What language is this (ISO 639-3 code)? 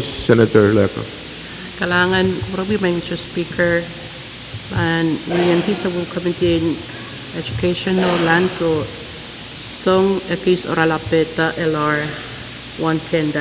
pon